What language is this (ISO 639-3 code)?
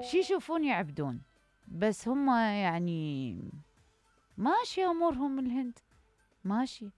acm